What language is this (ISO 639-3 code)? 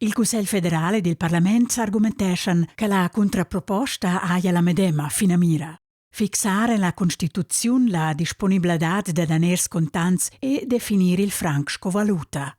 roh